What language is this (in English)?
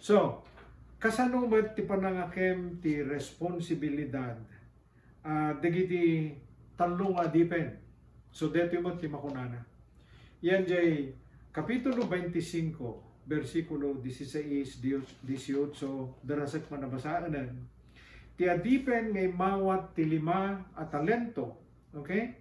Iloko